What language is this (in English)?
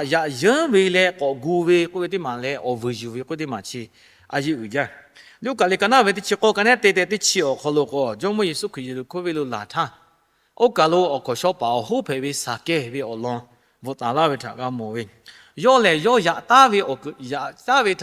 Lahu